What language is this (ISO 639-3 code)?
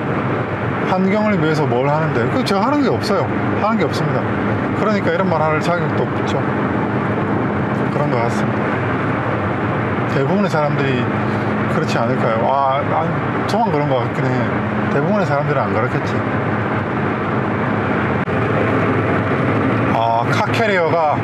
kor